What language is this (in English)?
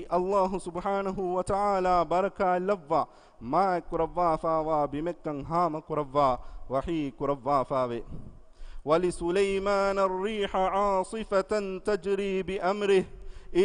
Divehi